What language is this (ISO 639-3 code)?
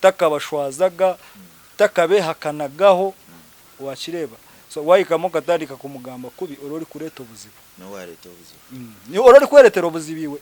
nyn